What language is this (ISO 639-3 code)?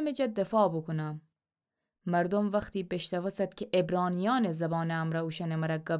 glk